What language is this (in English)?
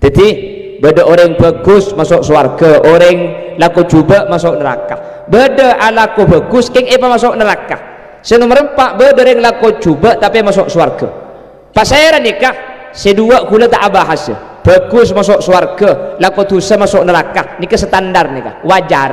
Madurese